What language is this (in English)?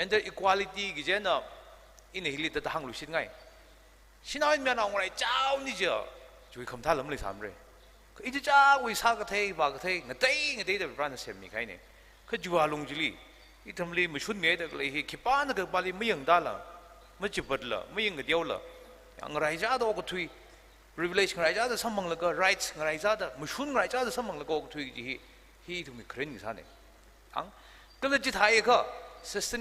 Tangkhul Naga (India)